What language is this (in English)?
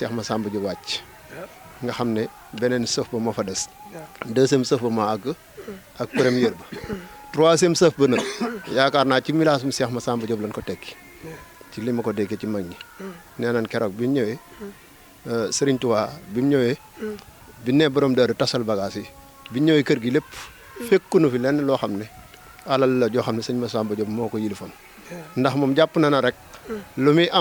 Wolof